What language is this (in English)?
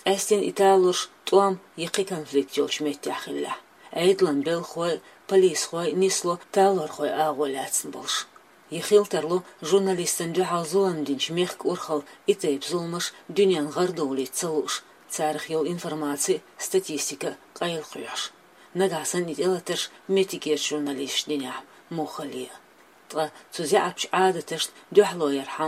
Chechen